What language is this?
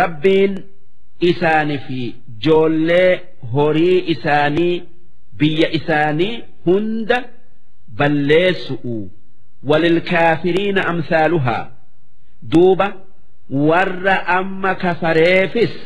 Oromo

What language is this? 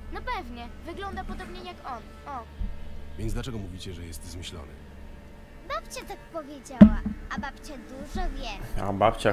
Polish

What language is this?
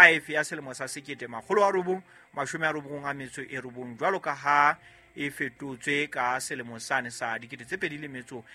Southern Sotho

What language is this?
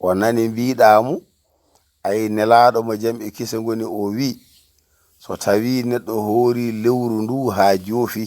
Fula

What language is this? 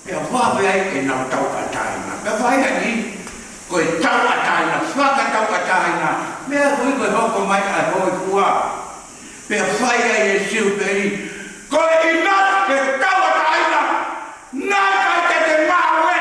Tongan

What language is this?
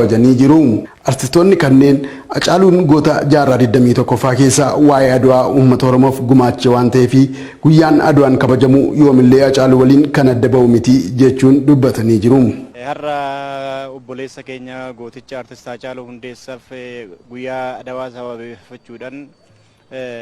Oromo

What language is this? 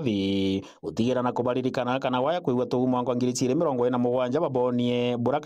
Meru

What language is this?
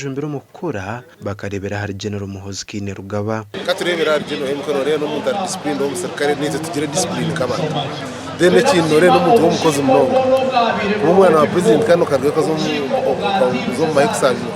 Nyankole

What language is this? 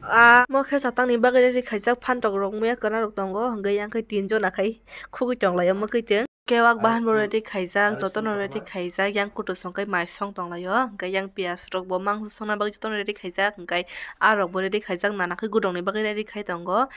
Kok Borok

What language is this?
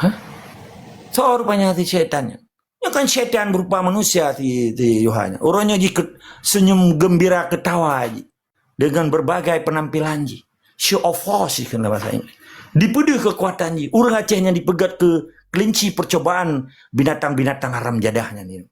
Achinese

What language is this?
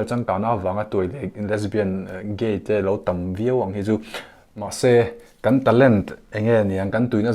Mizo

